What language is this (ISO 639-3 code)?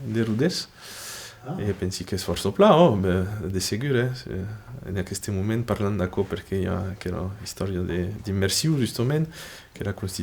oci